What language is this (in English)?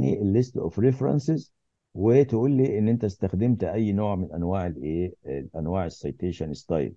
Egyptian Arabic